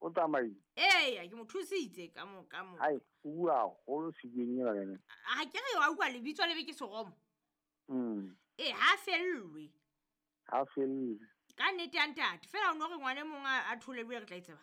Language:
Southern Sotho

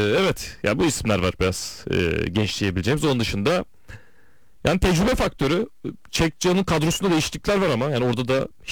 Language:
Turkish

